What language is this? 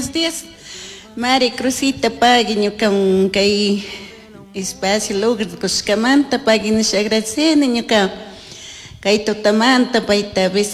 Chimborazo Highland Quichua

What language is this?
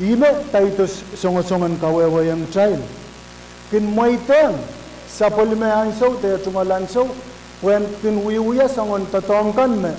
Pohnpeian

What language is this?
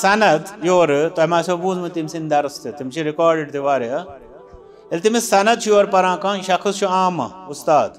Kashmiri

